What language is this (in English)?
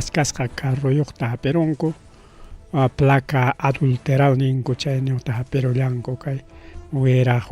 Ayacucho Quechua